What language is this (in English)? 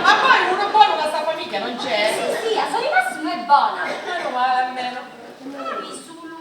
Sicilian